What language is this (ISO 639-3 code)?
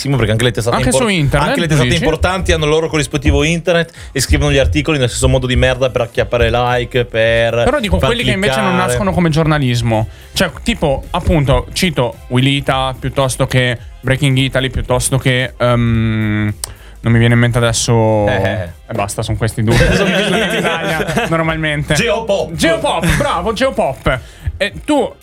ita